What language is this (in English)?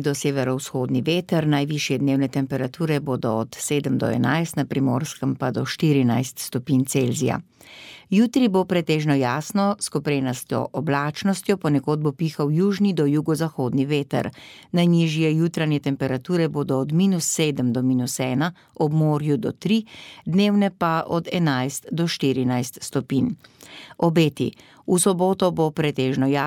Slovenian